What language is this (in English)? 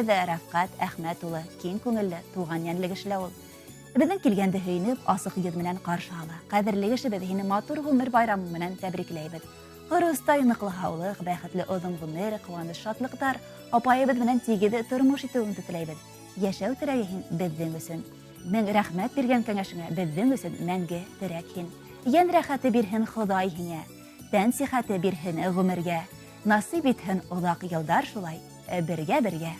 Bashkir